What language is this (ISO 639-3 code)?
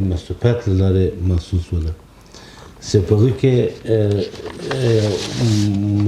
pus